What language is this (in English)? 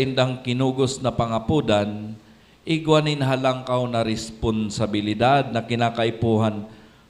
Bikol